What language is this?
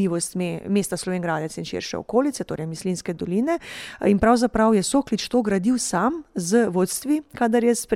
Slovenian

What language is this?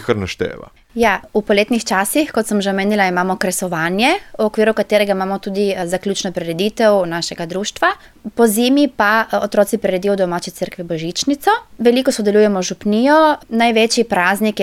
Slovenian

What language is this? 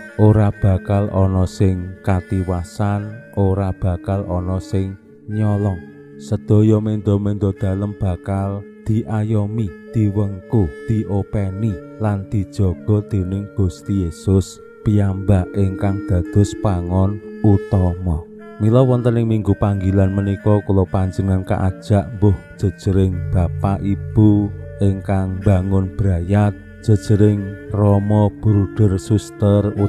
Javanese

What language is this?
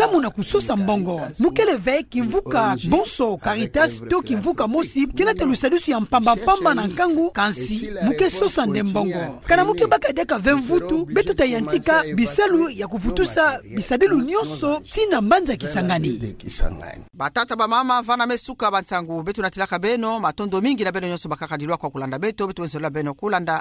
Kituba (Democratic Republic of Congo)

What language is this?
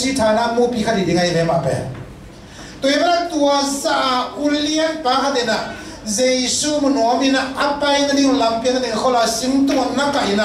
Tedim Chin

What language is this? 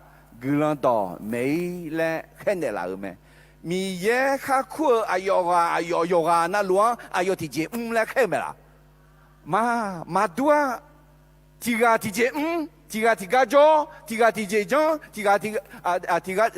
Akha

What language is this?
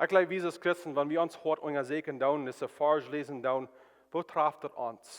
Plautdietsch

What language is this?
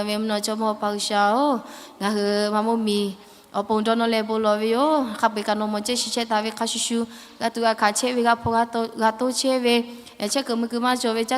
Lahu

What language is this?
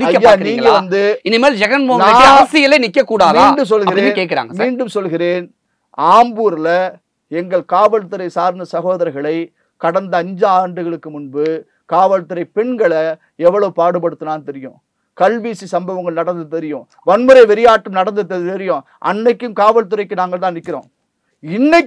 Tamil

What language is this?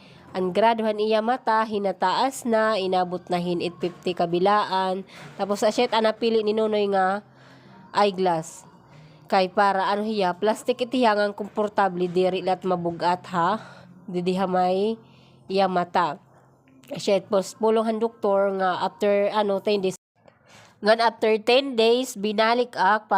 Waray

